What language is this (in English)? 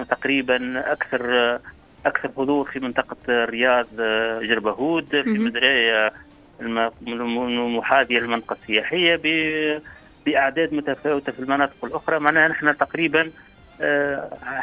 Tunisian Arabic